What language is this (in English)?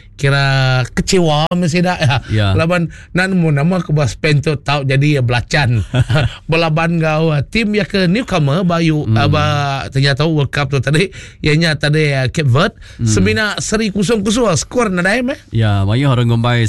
Iban